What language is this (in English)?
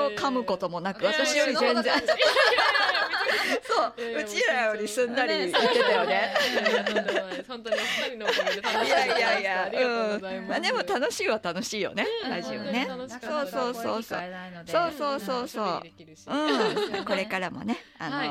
Japanese